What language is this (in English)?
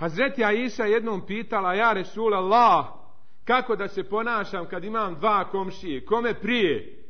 Bosnian